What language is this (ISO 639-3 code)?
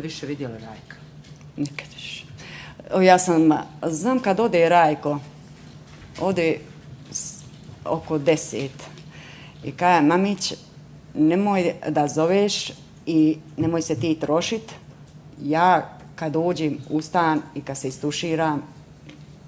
bos